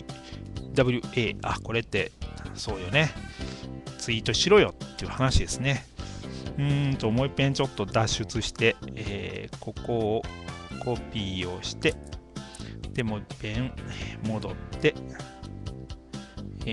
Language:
Japanese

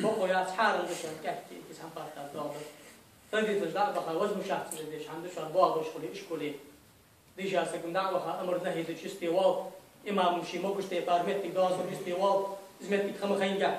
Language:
Ingush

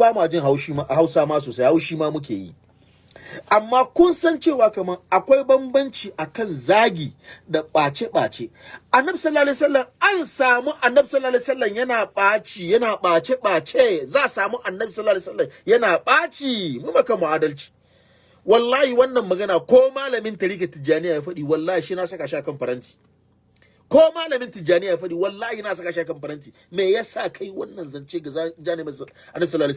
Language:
Hausa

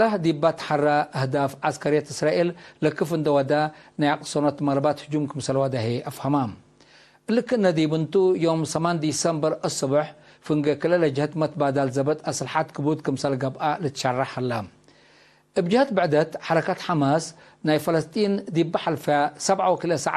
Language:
Tigre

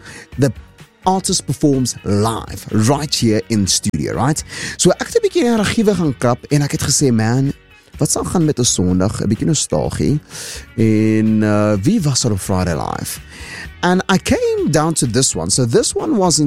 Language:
Afrikaans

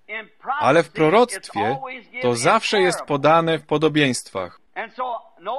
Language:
Polish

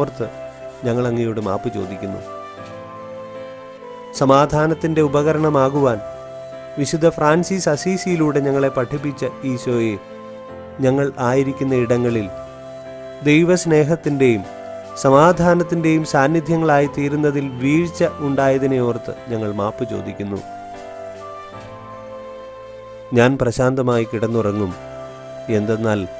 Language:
Malayalam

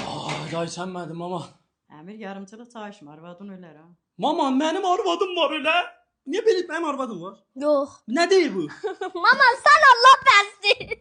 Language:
Azerbaijani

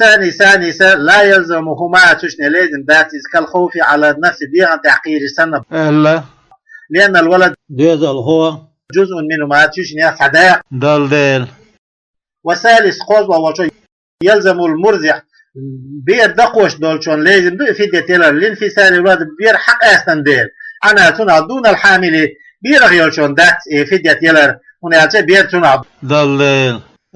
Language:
Chechen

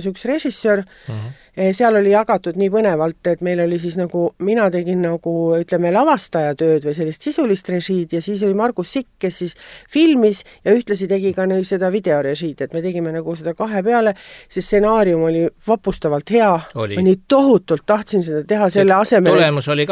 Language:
Estonian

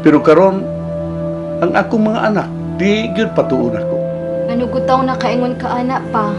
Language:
Cebuano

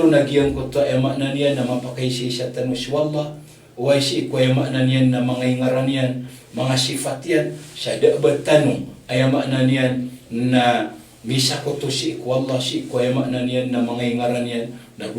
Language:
Maranao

